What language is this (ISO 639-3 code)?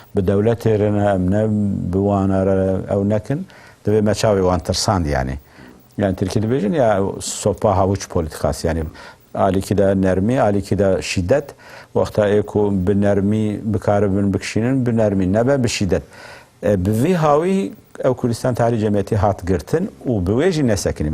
kur